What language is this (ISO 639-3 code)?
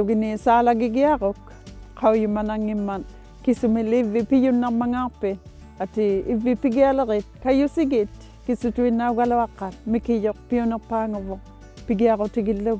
iku